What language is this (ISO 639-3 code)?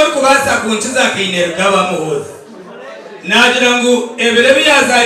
nyn